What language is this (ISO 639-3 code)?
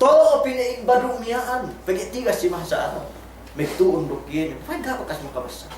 yka